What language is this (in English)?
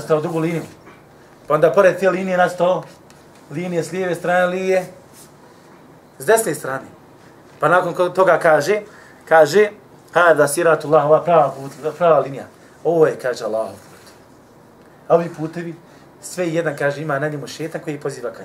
Bosnian